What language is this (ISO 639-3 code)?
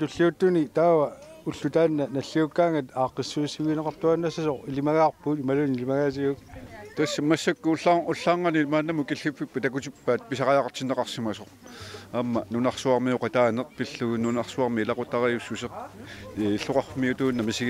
kal